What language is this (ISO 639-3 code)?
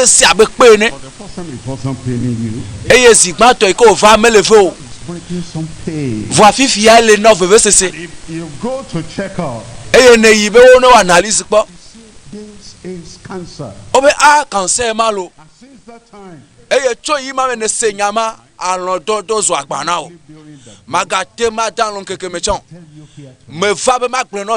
ewe